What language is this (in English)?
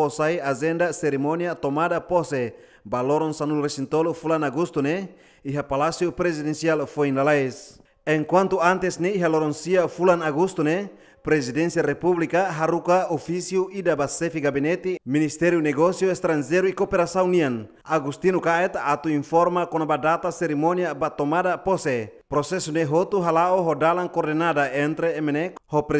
Tetum